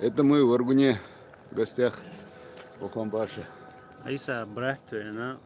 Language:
Chechen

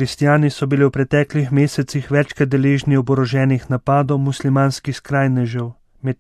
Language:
Slovenian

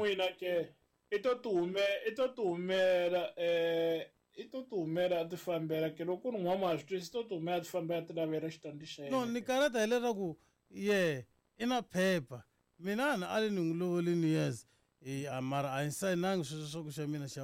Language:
Tsonga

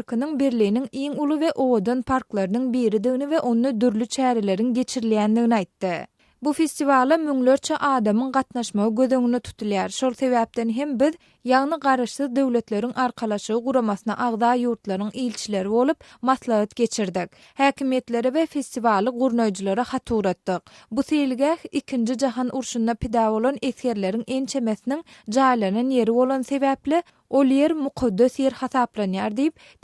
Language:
Turkmen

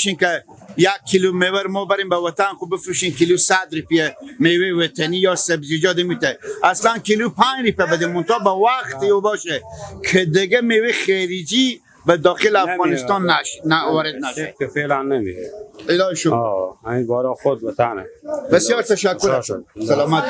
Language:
Persian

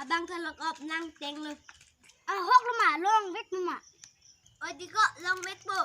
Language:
Karbi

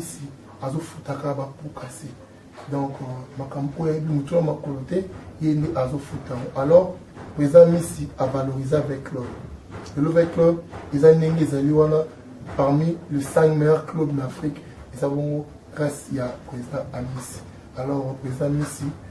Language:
Lingala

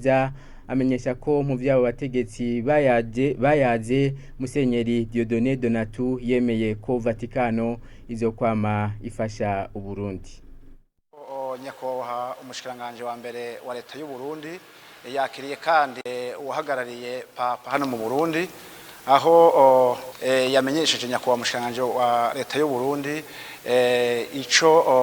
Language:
Rundi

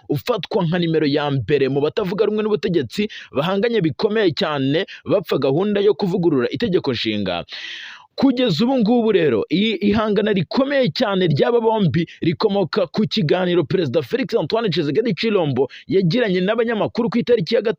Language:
Kinyarwanda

